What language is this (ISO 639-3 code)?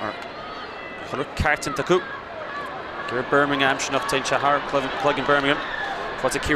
gle